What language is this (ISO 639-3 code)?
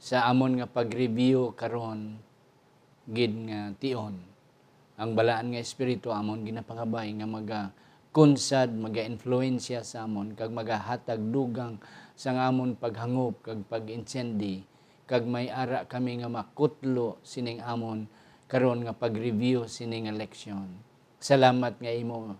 hil